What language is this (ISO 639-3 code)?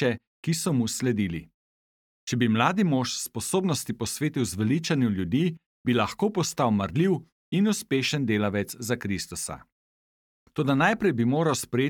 slv